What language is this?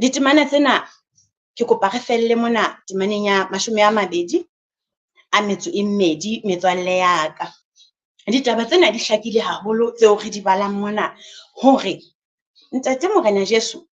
Southern Sotho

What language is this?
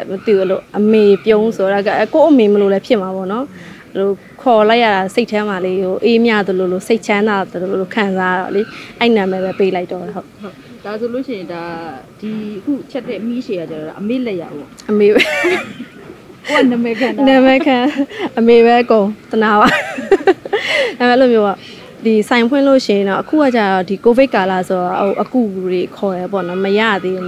Burmese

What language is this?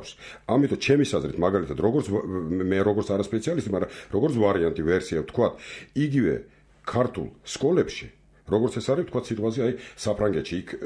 Georgian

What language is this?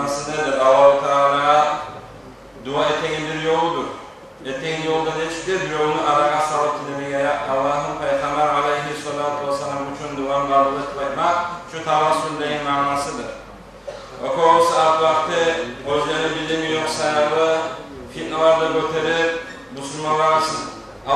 Kumyk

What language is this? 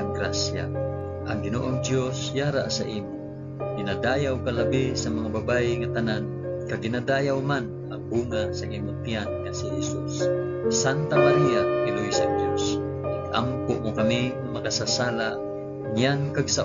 Hiligaynon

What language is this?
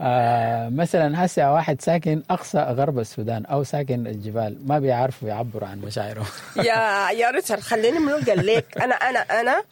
Sudanese Arabic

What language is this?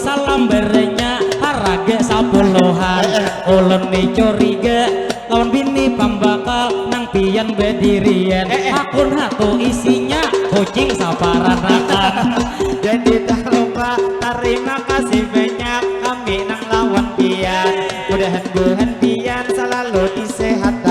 Banjar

